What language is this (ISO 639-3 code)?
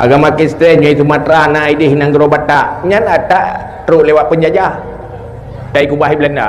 ace